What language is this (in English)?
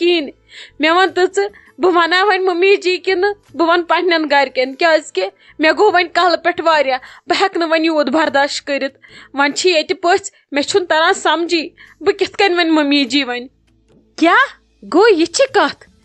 Kashmiri